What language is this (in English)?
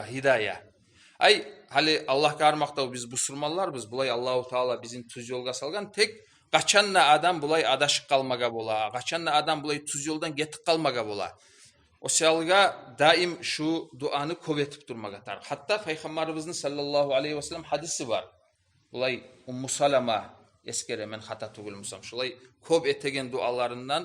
Kumyk